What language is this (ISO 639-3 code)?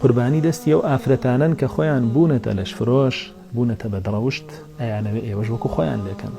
ckb